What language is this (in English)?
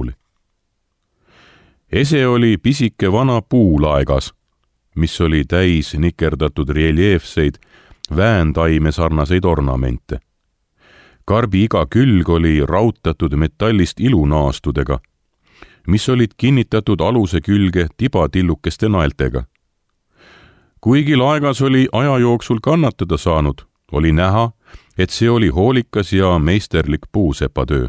Estonian